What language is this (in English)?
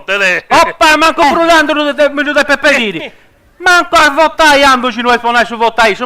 Sardinian